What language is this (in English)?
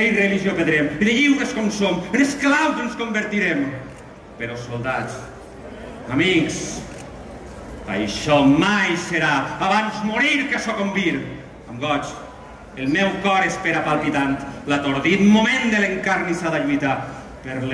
Catalan